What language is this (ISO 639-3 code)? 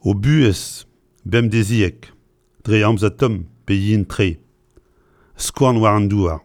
bre